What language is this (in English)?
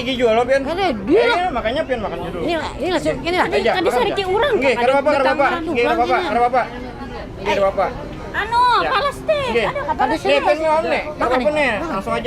Banjar